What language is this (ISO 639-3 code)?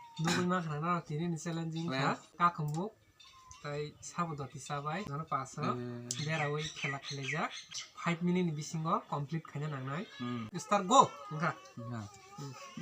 trp